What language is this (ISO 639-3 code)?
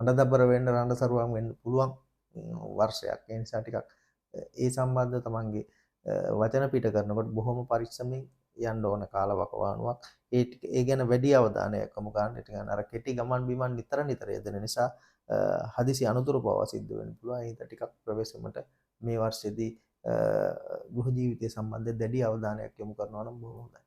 sin